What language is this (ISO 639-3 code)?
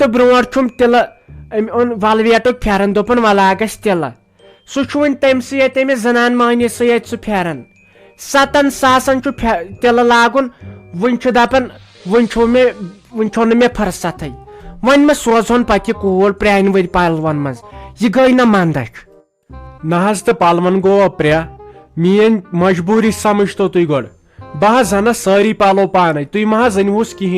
kas